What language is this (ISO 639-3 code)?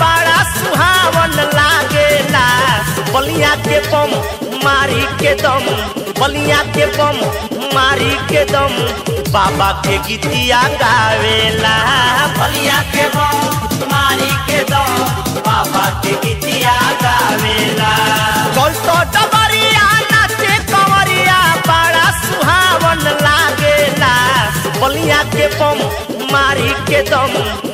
bho